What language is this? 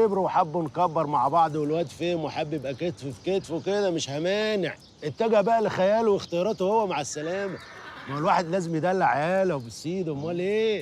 Egyptian Arabic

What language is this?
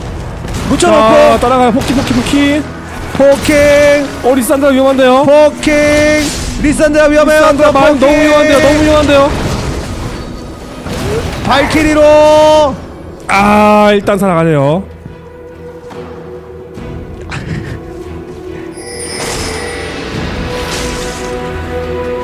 Korean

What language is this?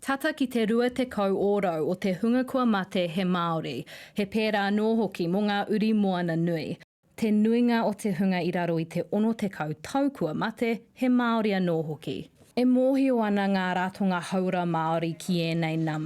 Māori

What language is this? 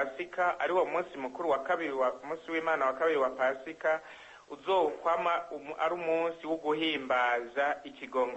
Rundi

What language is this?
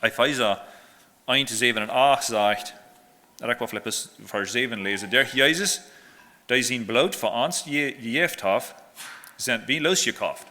Plautdietsch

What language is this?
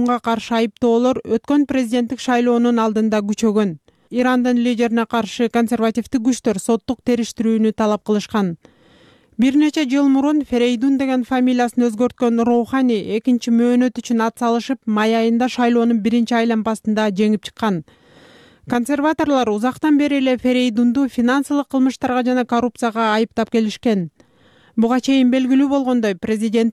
Kyrgyz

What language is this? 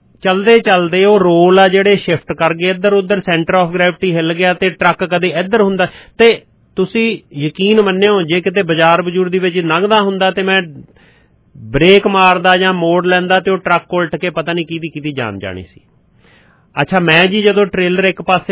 Punjabi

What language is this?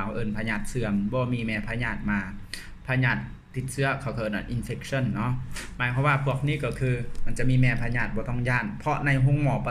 Lao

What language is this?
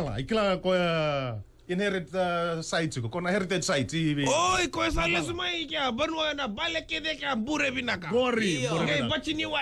Fijian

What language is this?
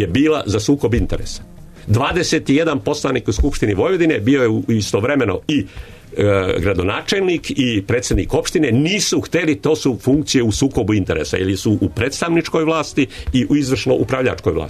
Serbian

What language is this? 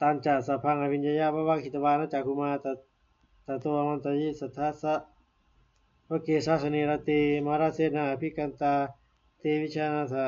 Pali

